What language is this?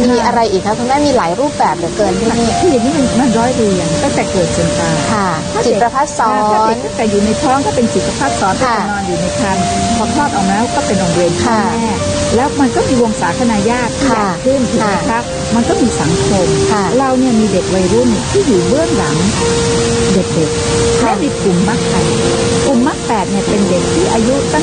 Thai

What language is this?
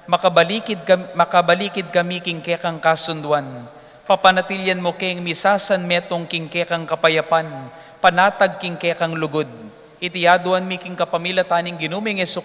Pampanga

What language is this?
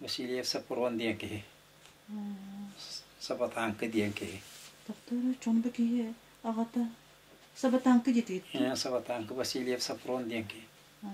Yakut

